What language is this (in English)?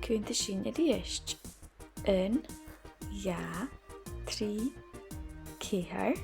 Scottish Gaelic